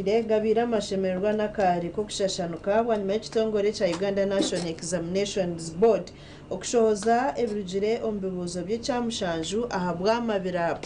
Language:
Nyankole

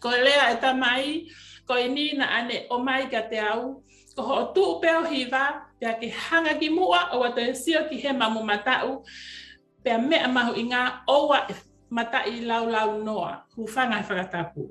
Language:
Tongan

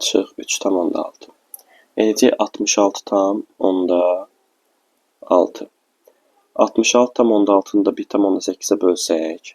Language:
Azerbaijani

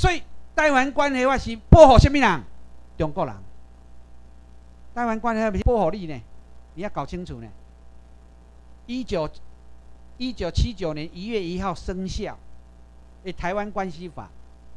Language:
Chinese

